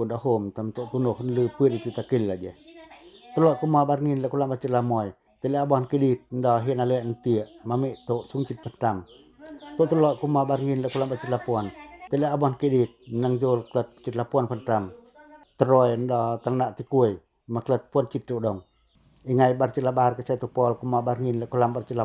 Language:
Pacoh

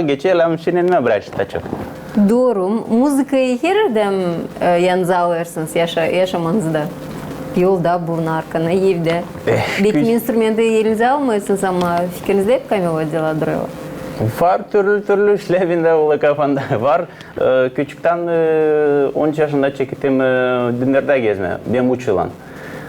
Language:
Gagauz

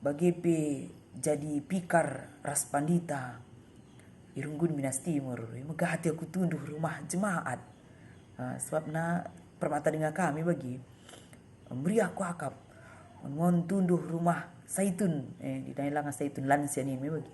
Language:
Batak Karo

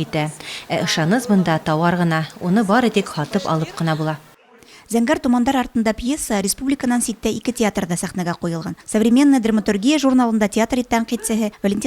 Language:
Bashkir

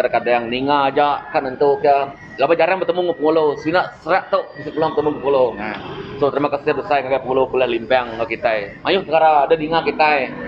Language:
Iban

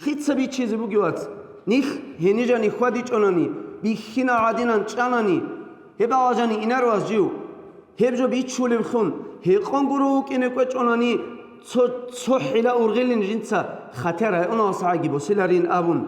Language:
Avaric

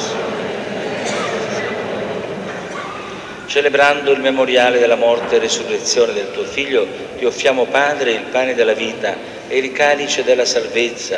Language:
Italian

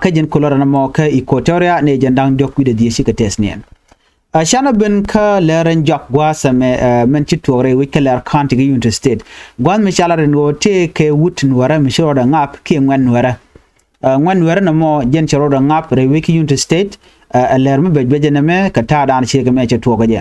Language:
Nuer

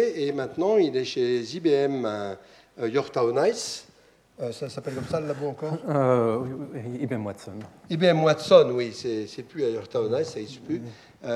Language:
French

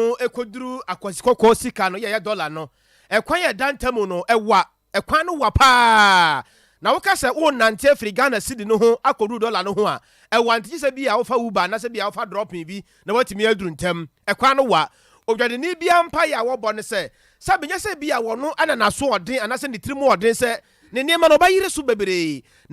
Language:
Akan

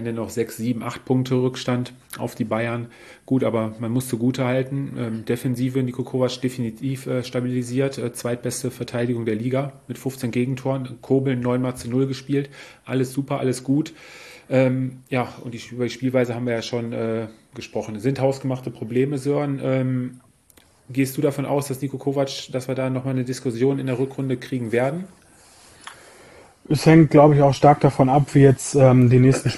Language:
German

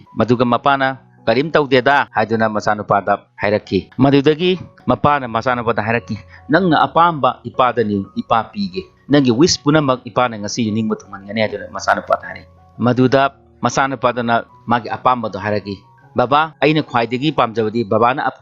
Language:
Manipuri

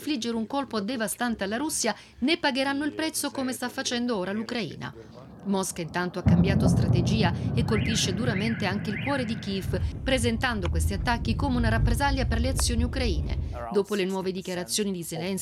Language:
Italian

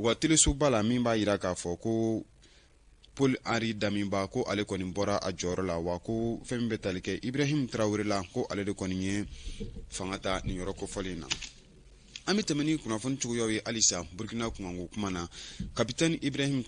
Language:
Bambara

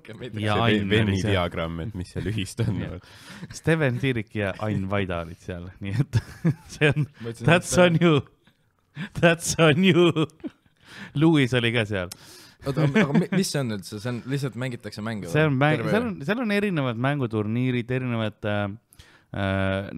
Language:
Estonian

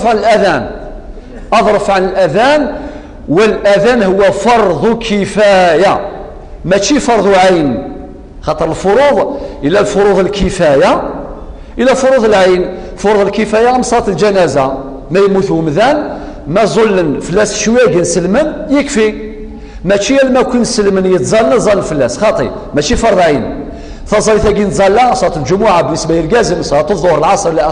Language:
Kabyle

